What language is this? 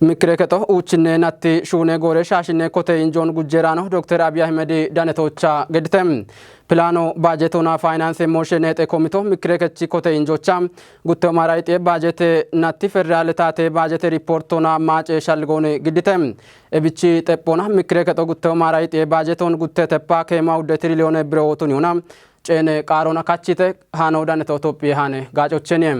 Kafa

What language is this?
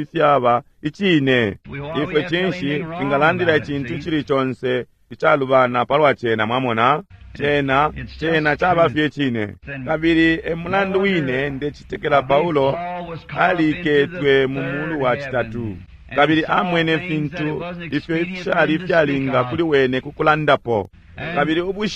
Bemba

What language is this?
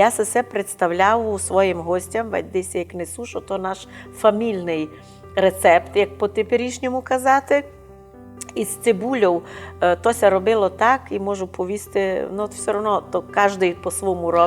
Rusyn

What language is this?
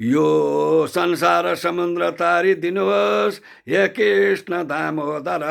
Nepali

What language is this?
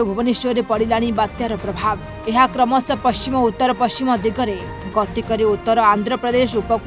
Odia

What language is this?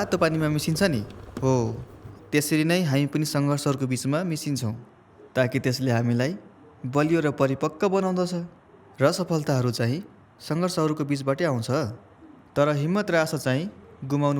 Nepali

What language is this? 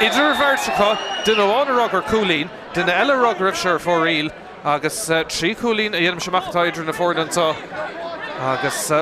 Irish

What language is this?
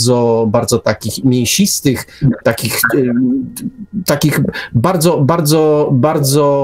Polish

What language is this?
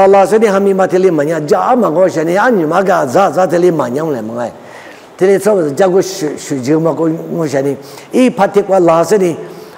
Lisu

